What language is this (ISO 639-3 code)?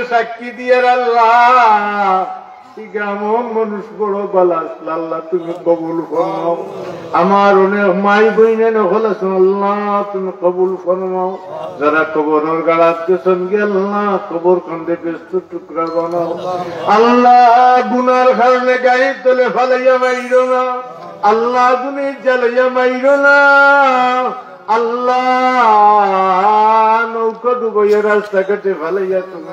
ben